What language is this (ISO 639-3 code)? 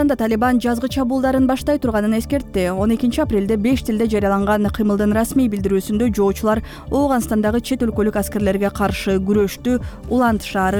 kir